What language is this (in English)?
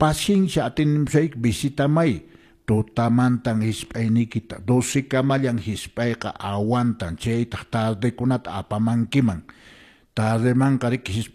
Quechua